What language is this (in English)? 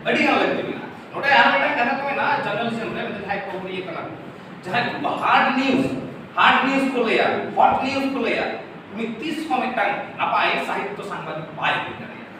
Santali